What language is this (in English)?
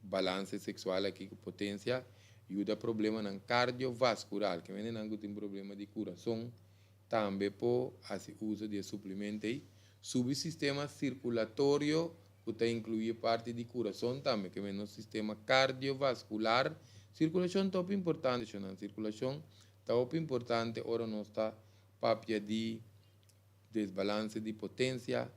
Papiamento